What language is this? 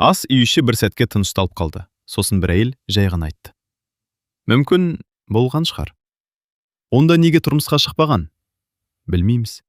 Kazakh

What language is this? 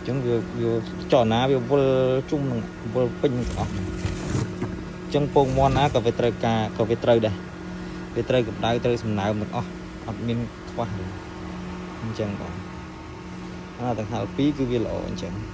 Khmer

